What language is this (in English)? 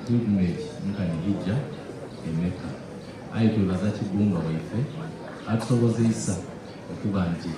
Soga